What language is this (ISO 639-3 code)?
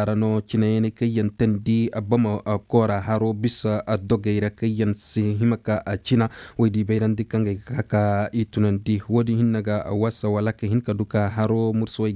ses